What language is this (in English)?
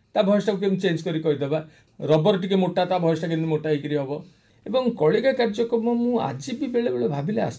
Odia